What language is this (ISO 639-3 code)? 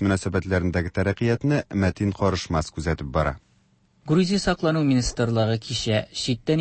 tat